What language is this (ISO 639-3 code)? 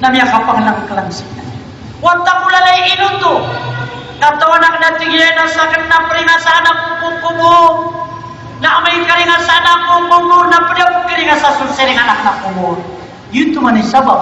mrw